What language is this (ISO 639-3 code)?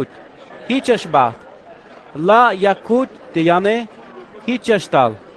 tzh